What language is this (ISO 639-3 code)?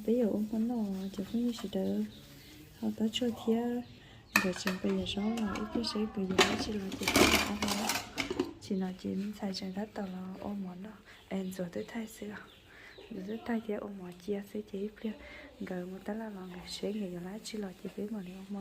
hmn